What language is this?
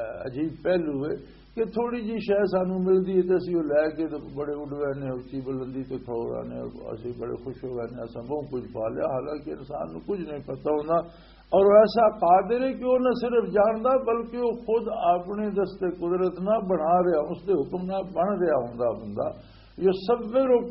Western Panjabi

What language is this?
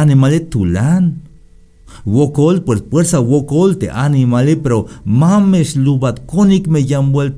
Tzeltal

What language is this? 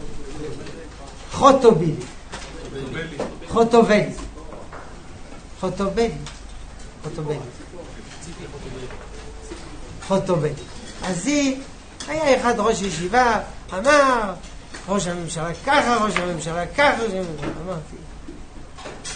Hebrew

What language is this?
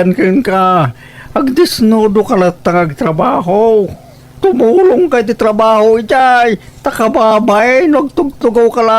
Iloko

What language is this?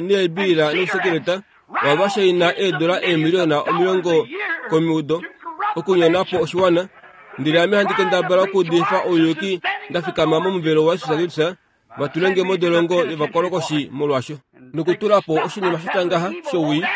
Kuanyama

